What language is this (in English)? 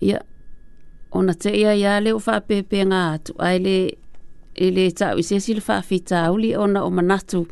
Samoan